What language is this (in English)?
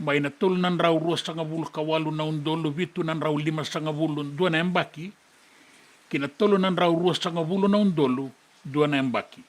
Fijian